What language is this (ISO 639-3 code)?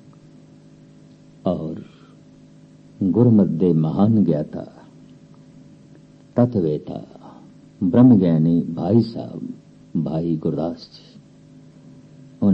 pan